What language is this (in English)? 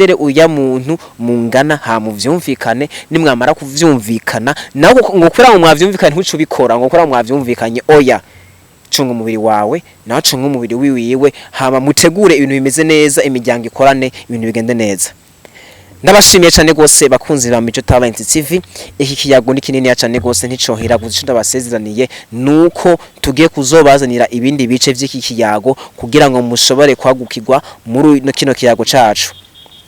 Rundi